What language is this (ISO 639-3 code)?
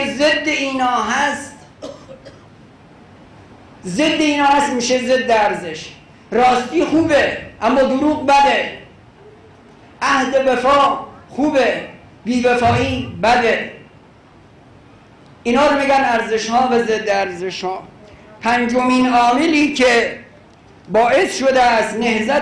fas